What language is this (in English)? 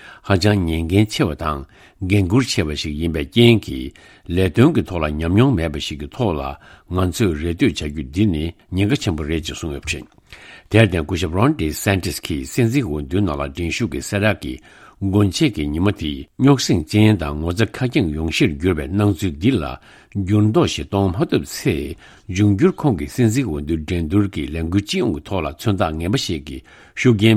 Tibetan